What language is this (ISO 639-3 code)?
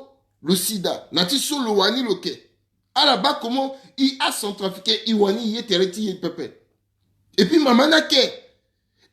sag